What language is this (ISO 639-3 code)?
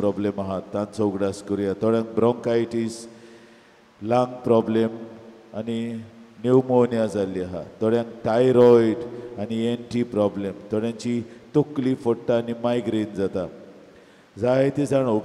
kok